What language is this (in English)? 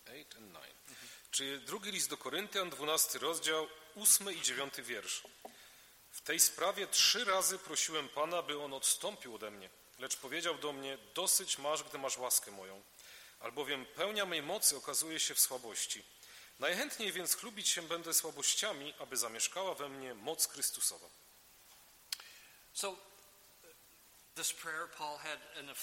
Polish